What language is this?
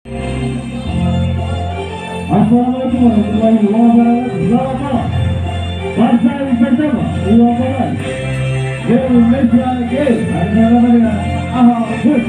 Ambonese Malay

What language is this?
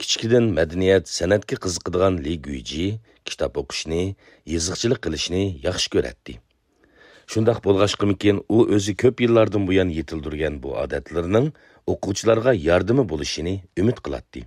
Uyghur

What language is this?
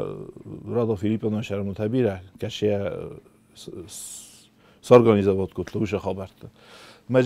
Ossetic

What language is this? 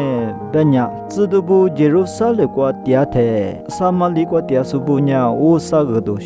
Lisu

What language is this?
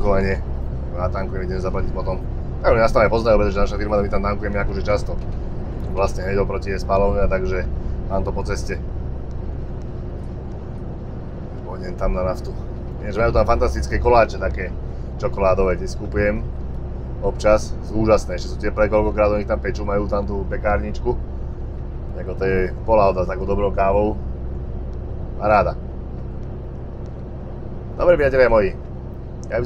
Slovak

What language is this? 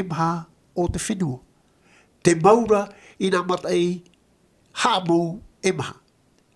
Tahitian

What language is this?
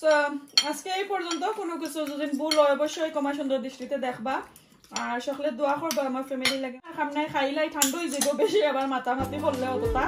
Sylheti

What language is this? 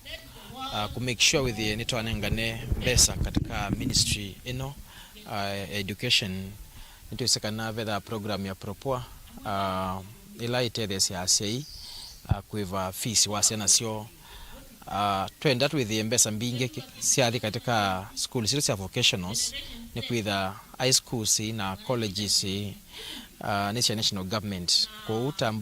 Kamba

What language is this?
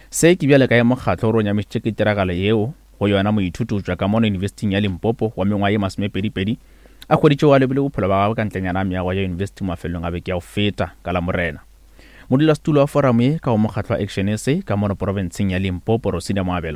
Northern Sotho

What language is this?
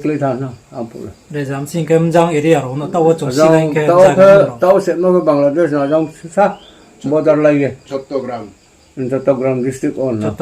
Riang (India)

